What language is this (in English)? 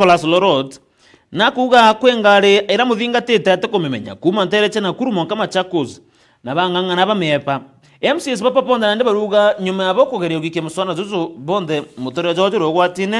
Meru